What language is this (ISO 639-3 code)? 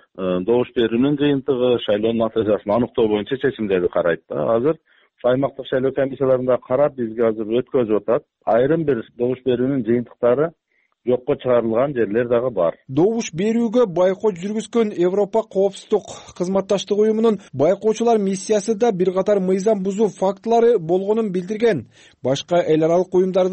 kir